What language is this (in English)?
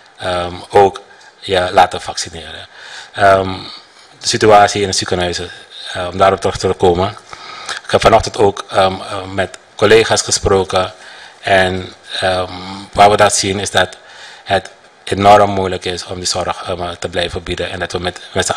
Dutch